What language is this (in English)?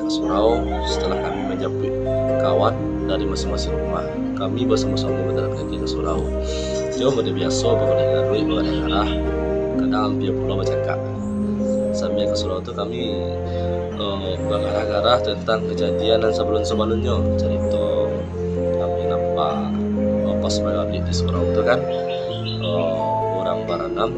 Minangkabau